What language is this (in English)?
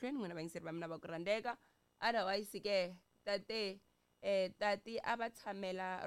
Tsonga